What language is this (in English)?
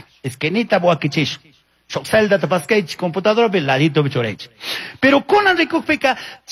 Chimborazo Highland Quichua